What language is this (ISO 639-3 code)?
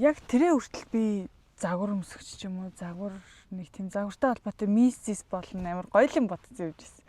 mon